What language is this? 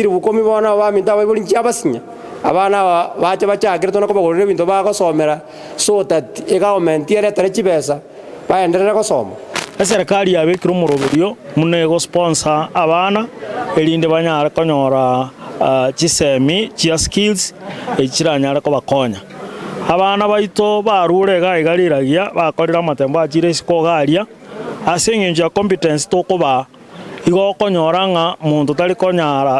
Gusii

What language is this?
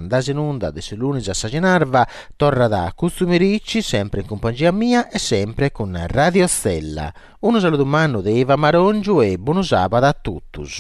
Sardinian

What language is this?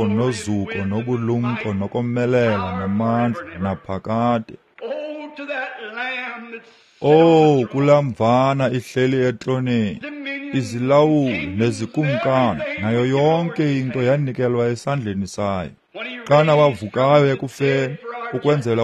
Xhosa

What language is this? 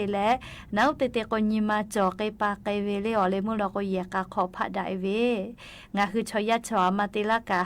Lahu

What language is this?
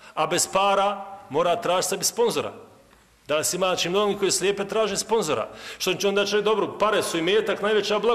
Bosnian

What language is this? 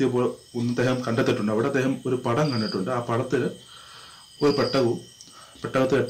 Malayalam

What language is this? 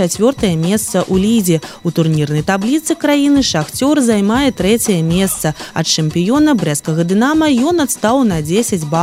Belarusian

